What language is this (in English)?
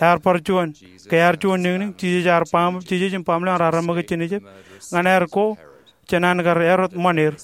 Marshallese